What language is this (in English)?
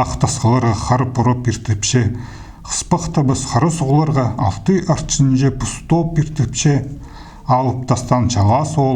Khakas